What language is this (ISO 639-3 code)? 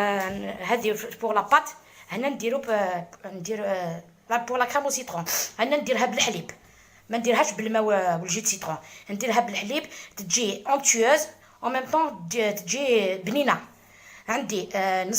arq